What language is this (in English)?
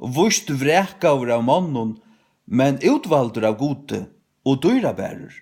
Faroese